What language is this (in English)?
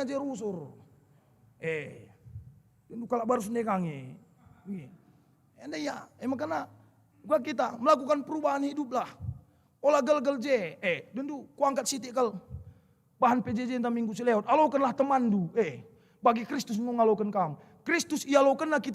Batak Karo